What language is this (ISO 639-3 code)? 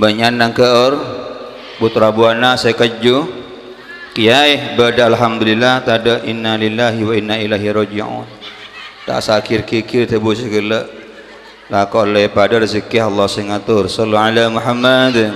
mad